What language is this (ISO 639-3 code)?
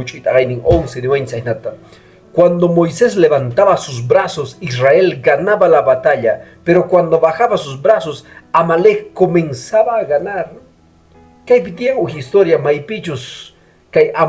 que